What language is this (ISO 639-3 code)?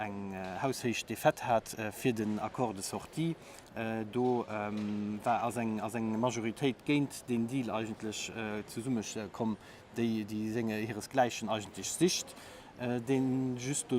ltz